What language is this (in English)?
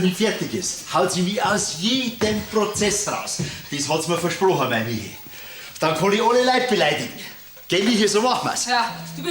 Bavarian